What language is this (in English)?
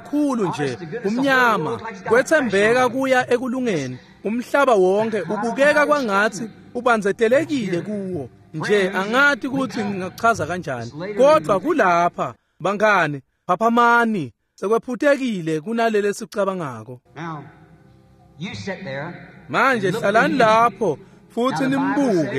Swati